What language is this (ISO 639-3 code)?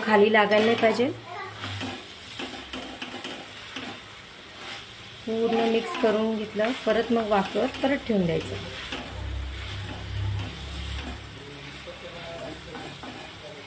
mar